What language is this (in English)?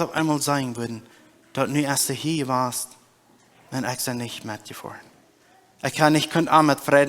Plautdietsch